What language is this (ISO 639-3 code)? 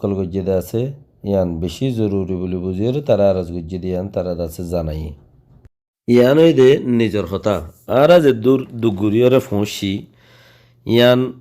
rhg